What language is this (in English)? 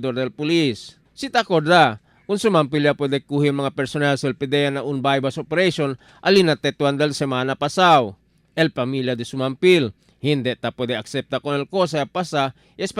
Chavacano